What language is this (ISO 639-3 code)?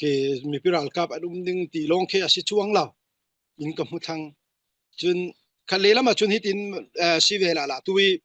cfm